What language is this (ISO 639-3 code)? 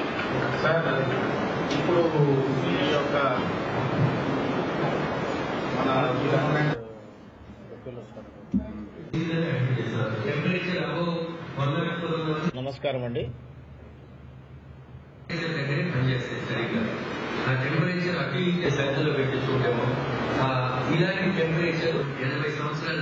tel